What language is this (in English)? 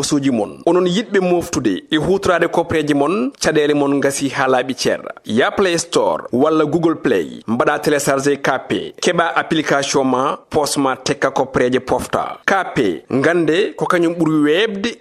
Fula